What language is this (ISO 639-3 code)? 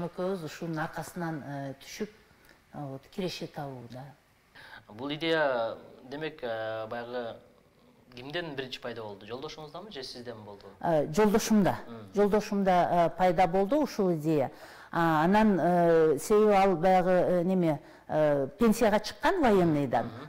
kir